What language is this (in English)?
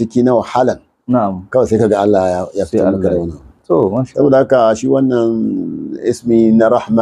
Hausa